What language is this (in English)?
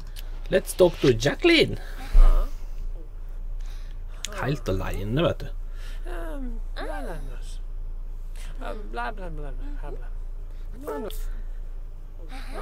Norwegian